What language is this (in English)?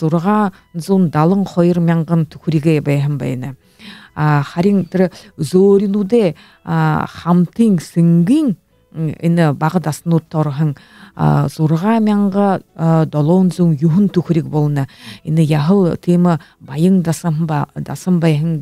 Buriat